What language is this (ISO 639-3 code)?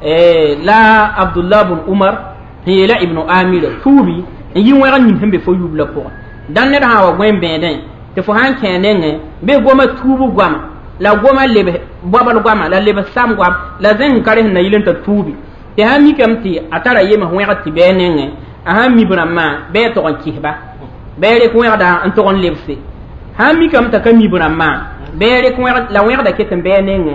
mos